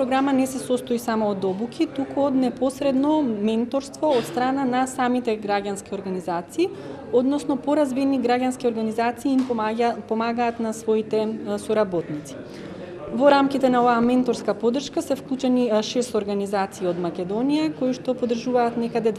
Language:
Macedonian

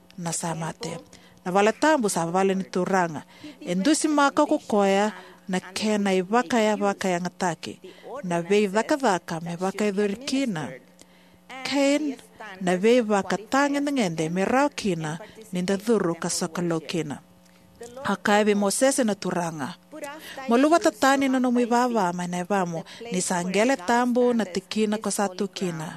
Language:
Fijian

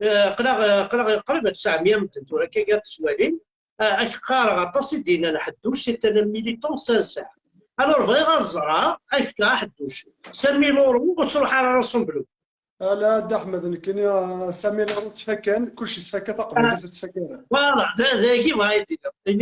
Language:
Kabyle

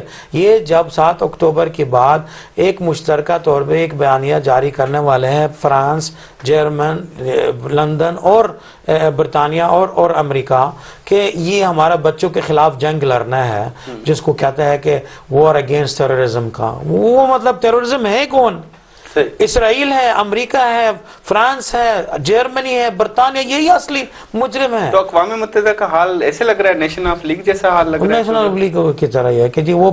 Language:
Urdu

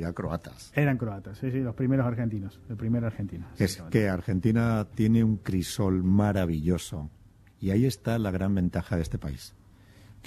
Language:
Spanish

